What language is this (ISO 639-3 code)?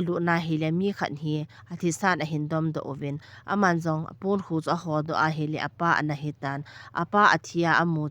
tcz